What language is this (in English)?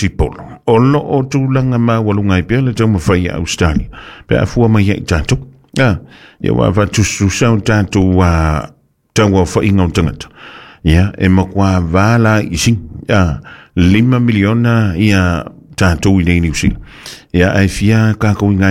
Samoan